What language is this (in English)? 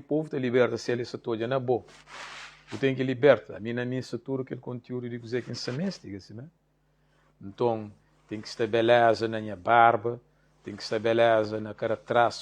Kabuverdianu